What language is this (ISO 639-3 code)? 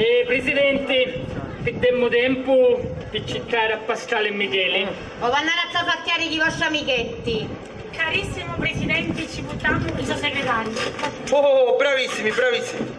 scn